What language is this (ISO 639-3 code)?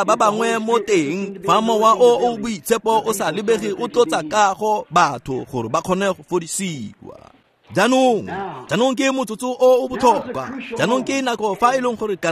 tsn